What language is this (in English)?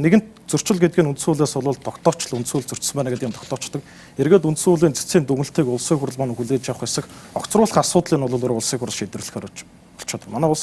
Mongolian